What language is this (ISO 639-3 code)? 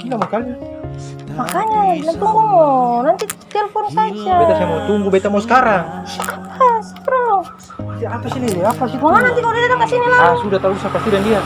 abs